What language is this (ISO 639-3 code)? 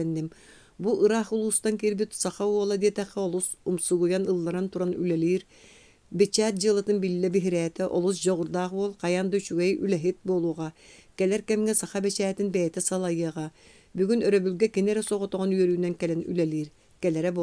sah